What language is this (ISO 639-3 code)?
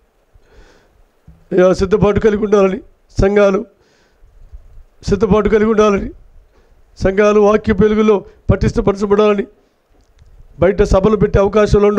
tel